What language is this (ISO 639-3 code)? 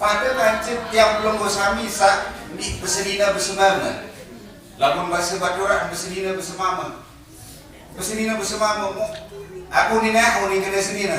sas